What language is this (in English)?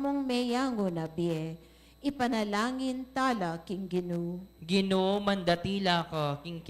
Pampanga